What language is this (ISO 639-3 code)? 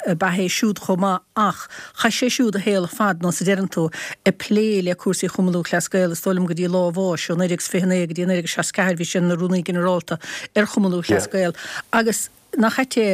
gle